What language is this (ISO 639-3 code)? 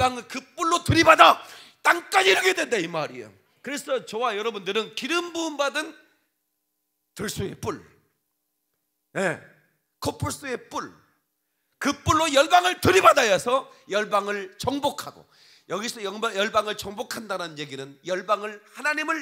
kor